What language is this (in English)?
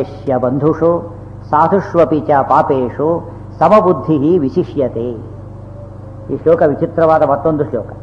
Kannada